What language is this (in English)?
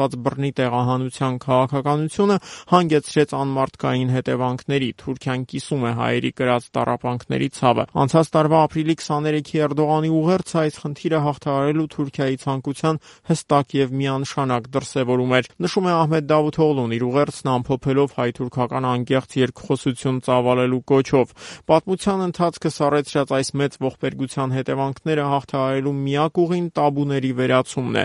Armenian